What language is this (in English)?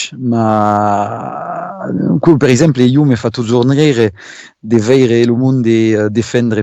Occitan